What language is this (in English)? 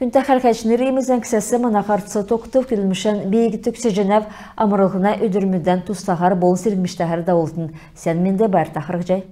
Kalmyk